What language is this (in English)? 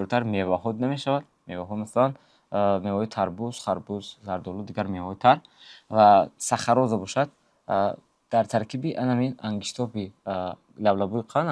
Tajik